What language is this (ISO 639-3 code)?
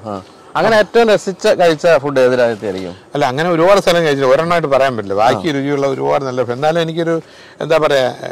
mal